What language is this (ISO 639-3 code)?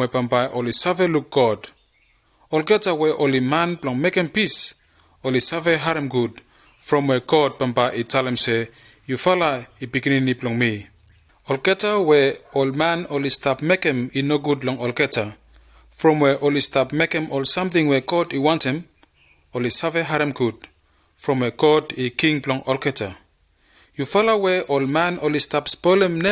bis